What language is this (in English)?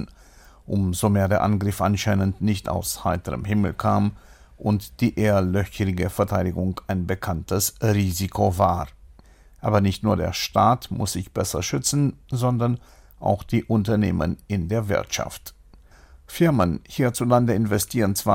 German